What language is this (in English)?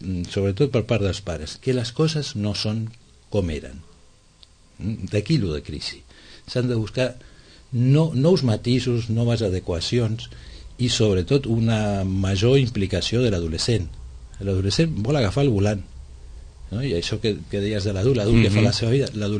Catalan